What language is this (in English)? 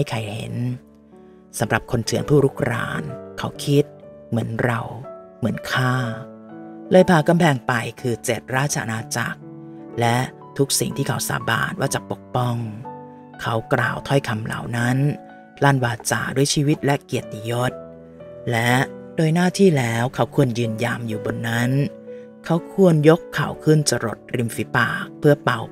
Thai